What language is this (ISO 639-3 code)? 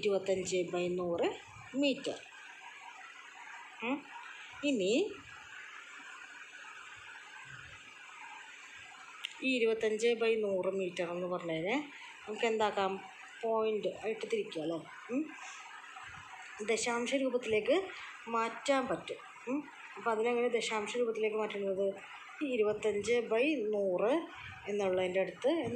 mal